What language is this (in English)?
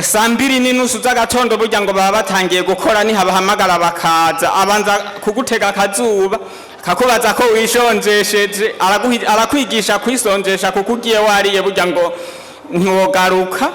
Rundi